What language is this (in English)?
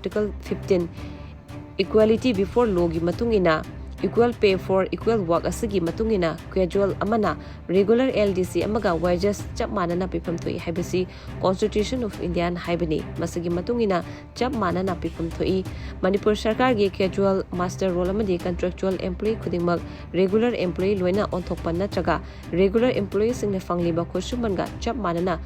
Manipuri